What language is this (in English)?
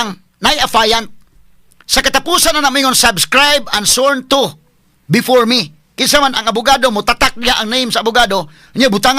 Cebuano